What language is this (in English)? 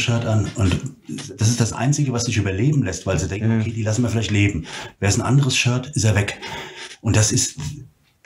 German